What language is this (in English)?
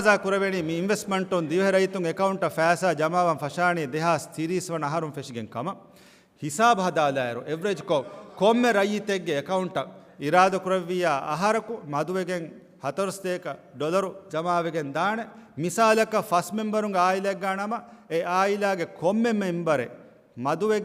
Divehi